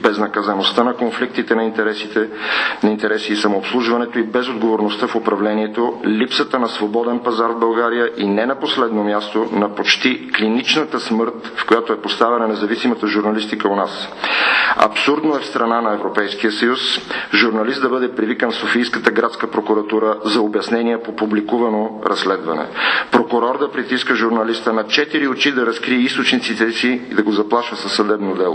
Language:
Bulgarian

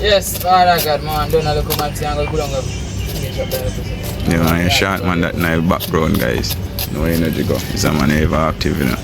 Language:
Jamaican Creole English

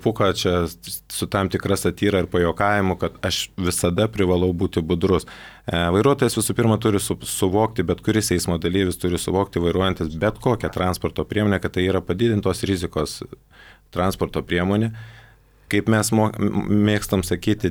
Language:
Lithuanian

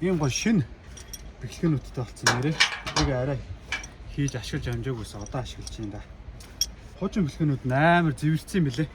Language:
Mongolian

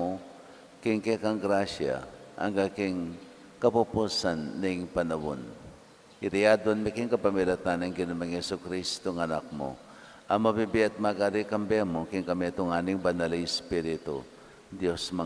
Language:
Pampanga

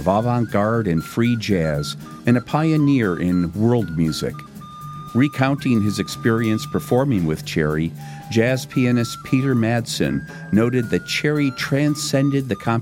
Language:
English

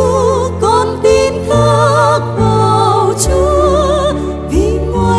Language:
Vietnamese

